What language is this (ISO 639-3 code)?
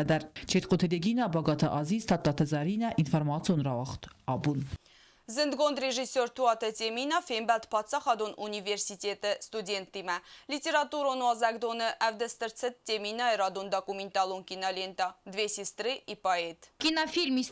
oss